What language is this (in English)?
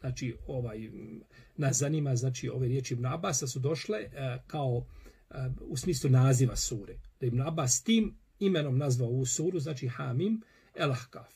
Bosnian